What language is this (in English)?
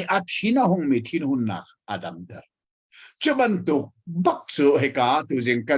Hakha Chin